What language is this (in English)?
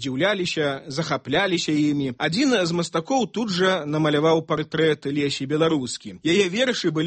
Belarusian